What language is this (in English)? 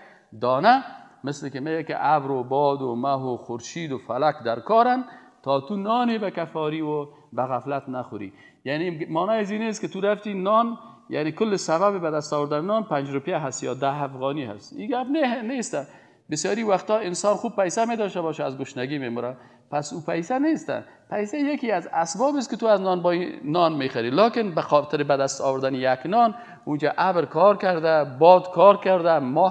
Persian